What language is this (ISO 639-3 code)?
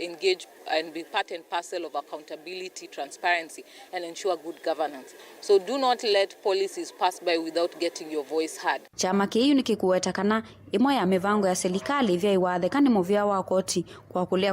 kam